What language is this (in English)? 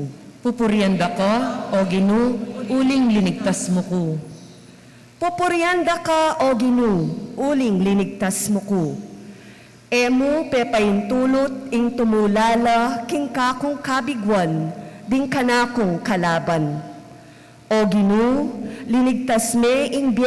Pampanga